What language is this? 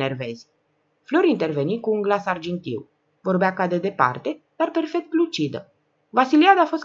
Romanian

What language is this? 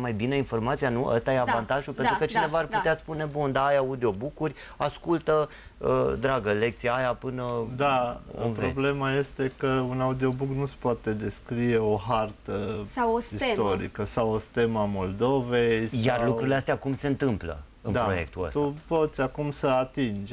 Romanian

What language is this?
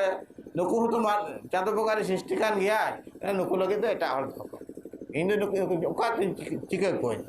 Santali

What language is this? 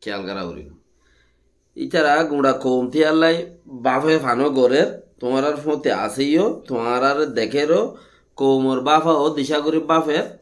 Rohingya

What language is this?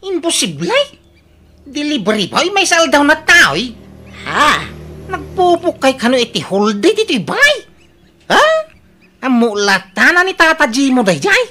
Iloko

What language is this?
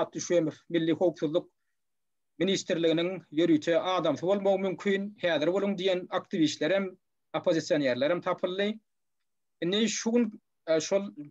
Turkmen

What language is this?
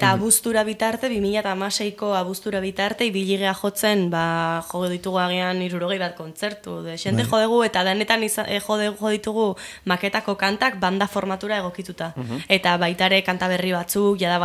Basque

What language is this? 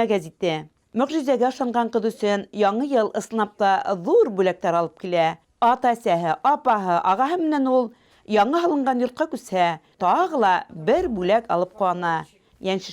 Bashkir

